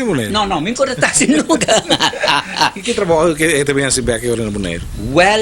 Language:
Papiamento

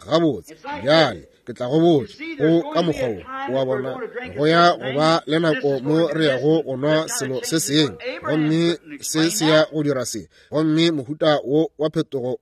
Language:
Northern Sotho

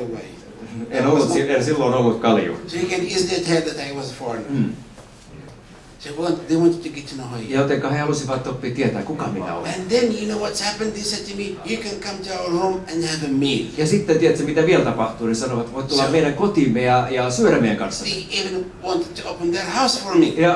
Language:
Finnish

